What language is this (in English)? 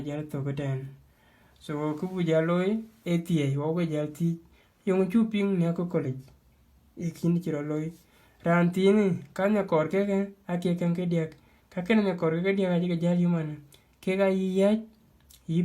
Dinka